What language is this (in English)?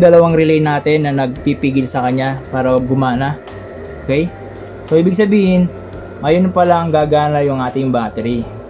Filipino